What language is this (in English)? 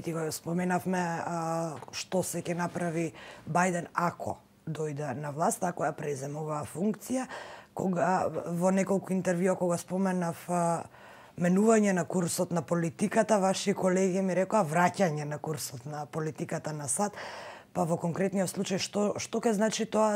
Macedonian